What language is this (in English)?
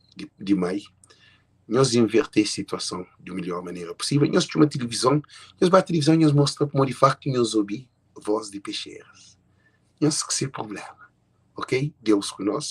Kabuverdianu